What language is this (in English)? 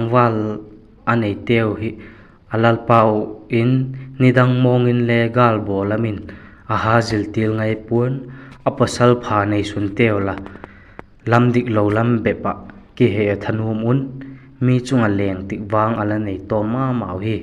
Vaiphei